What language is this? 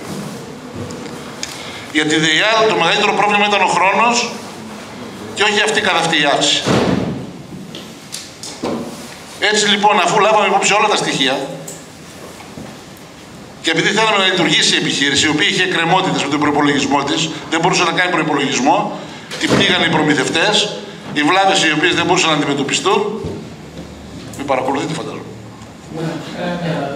Greek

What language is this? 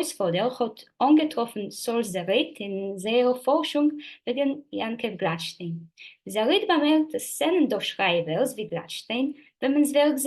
Yiddish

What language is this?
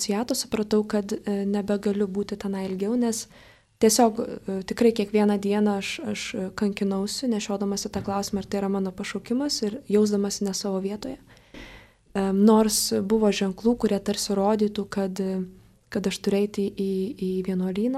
Lithuanian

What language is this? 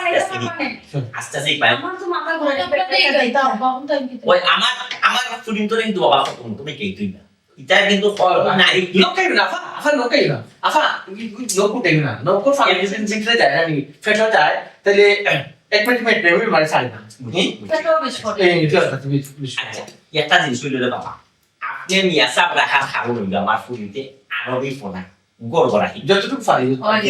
Sylheti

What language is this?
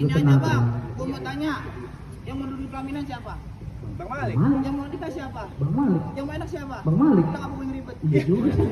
Betawi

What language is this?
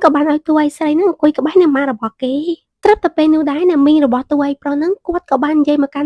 Khmer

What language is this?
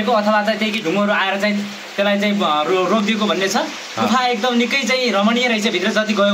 Nepali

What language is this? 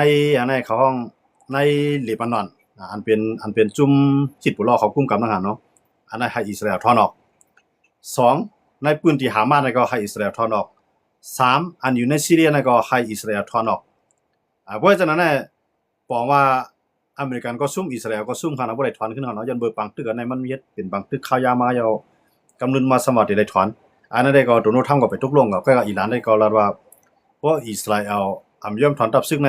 Shan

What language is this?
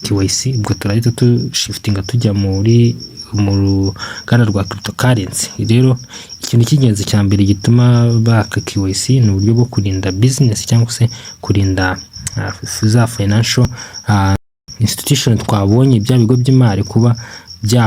Kinyarwanda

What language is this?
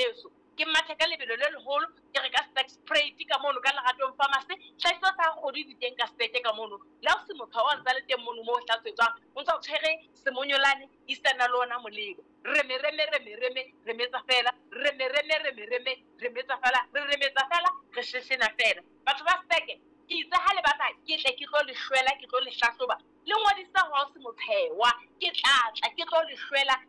Southern Sotho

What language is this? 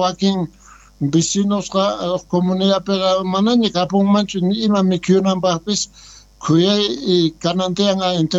South Bolivian Quechua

